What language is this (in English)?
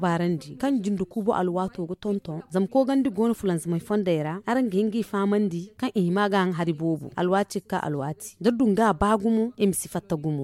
Zarma